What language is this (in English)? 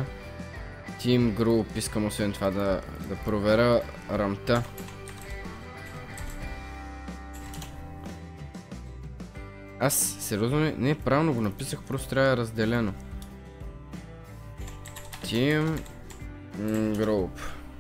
Bulgarian